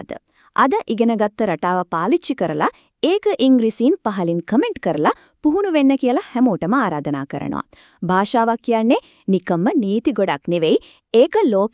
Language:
Sinhala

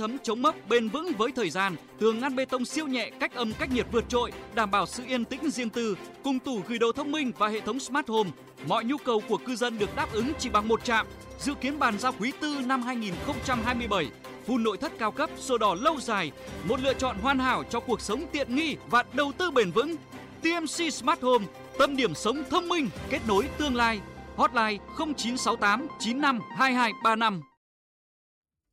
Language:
Vietnamese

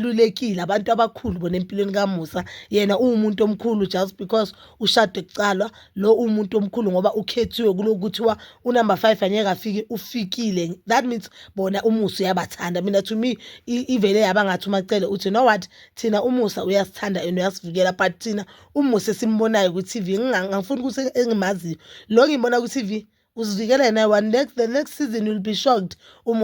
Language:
Zulu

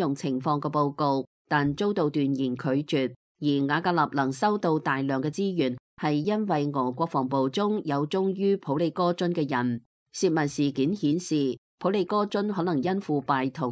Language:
Cantonese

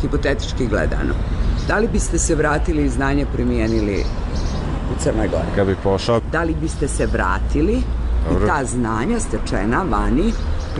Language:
Croatian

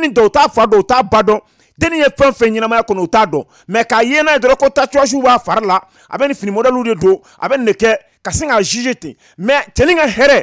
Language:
Bambara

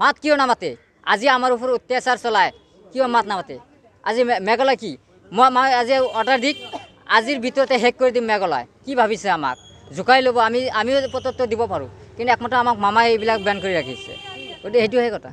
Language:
Assamese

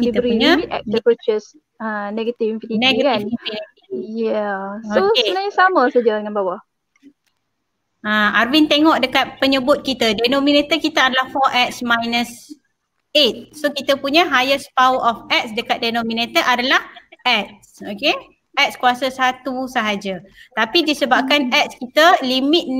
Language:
Malay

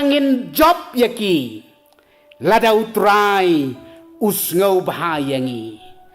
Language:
Khasi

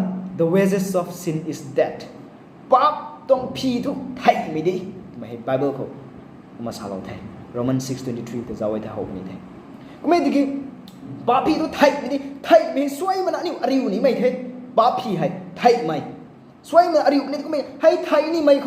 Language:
Rongmei Naga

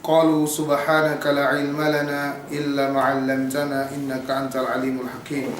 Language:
Yakan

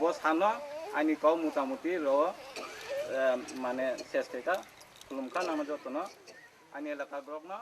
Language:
Riang (India)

